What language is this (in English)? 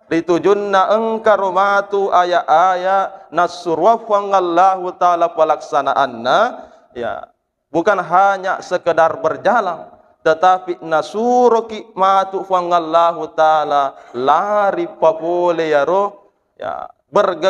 Buginese